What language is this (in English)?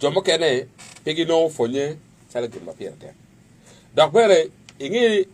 Acoli